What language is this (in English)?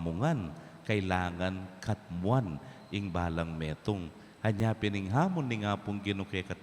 Pampanga